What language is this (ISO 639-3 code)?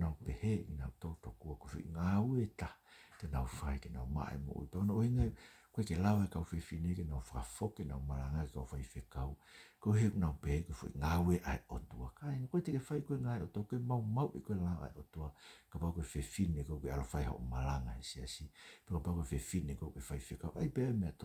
ton